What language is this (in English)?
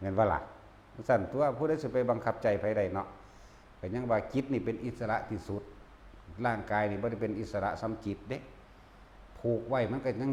Northeastern Thai